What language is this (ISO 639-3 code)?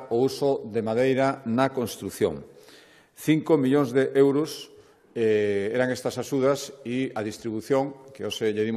glg